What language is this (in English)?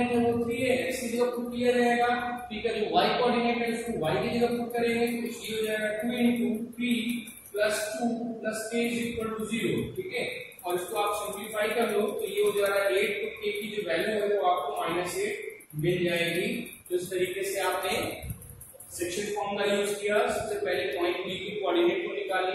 Hindi